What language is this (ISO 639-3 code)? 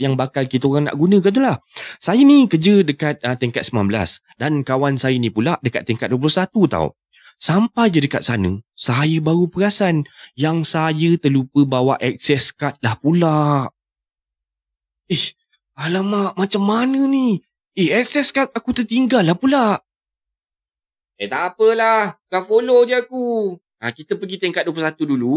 msa